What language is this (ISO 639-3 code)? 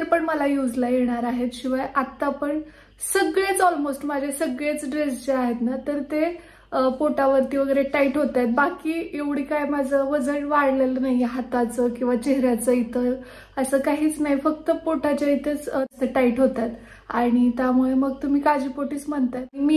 mar